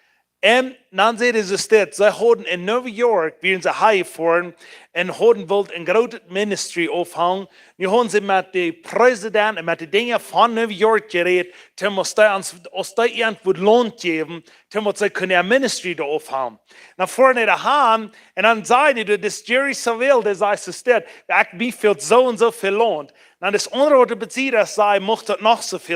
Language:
Plautdietsch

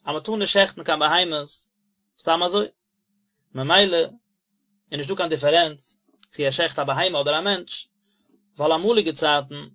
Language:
Yiddish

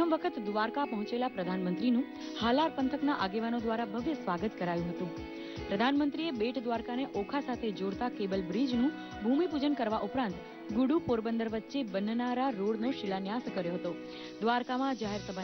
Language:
Gujarati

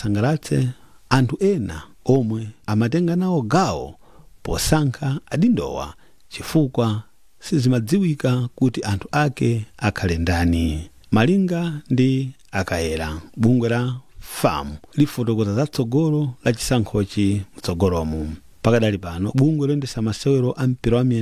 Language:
Nyanja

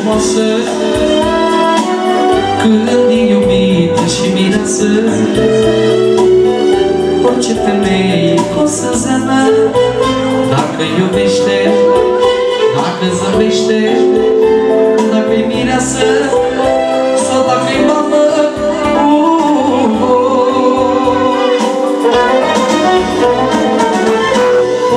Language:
Romanian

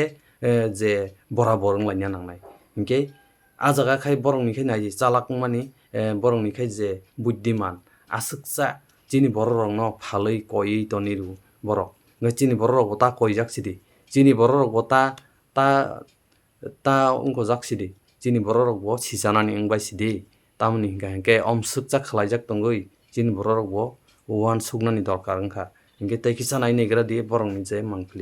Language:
Kok Borok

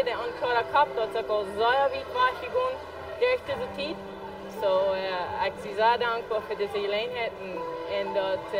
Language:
Plautdietsch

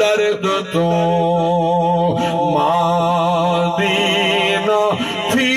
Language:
Saraiki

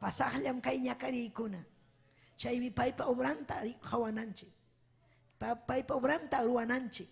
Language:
Ayacucho Quechua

